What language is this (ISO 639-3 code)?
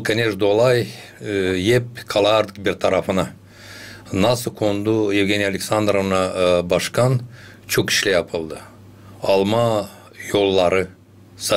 gag